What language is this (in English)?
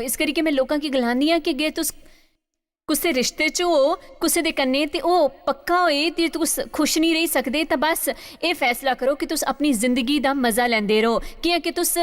Dogri